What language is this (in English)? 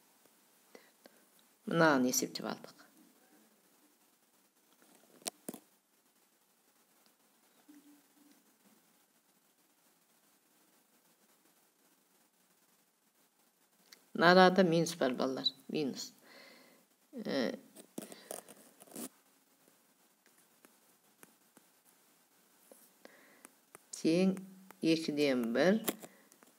Kazakh